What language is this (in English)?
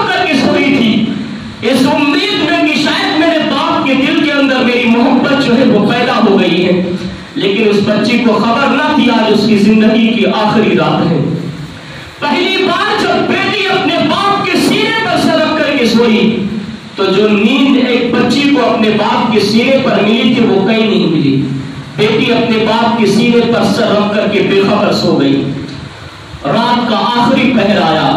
Urdu